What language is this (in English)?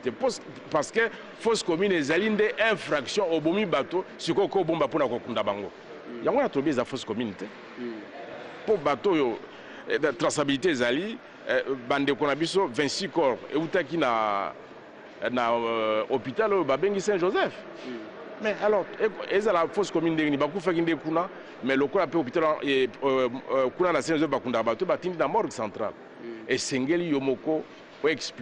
Lingala